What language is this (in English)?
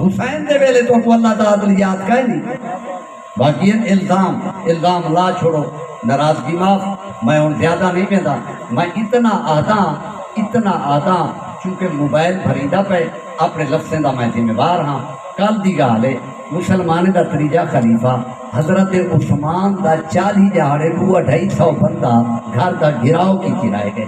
Saraiki